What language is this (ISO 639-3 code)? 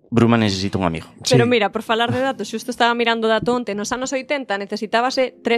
glg